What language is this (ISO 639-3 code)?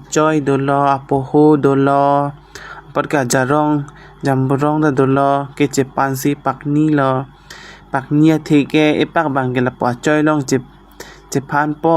mjw